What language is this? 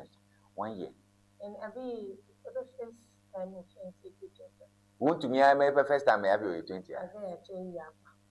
Ewe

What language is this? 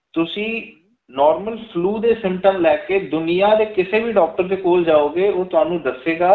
Punjabi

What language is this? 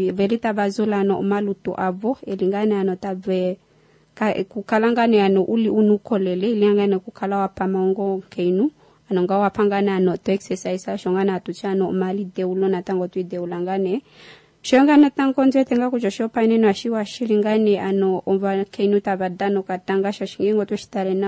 Kuanyama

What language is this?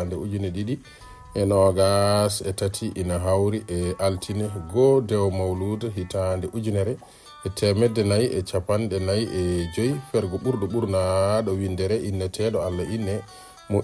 Fula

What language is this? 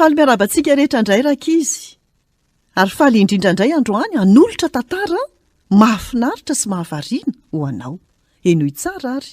Malagasy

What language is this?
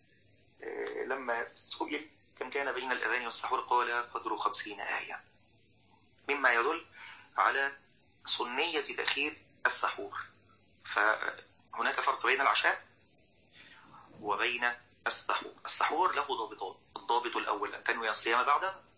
Arabic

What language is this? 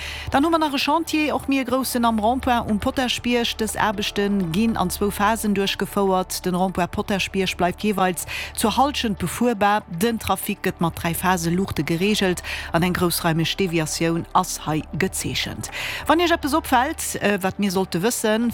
Luxembourgish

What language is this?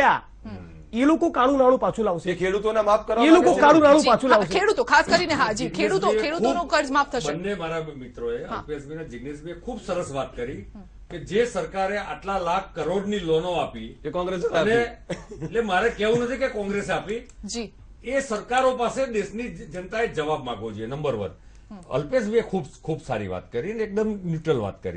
Gujarati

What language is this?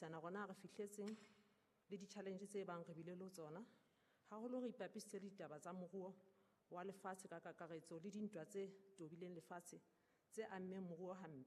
Southern Sotho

